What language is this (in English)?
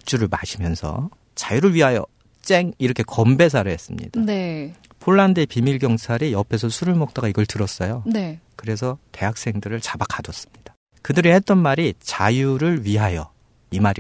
Korean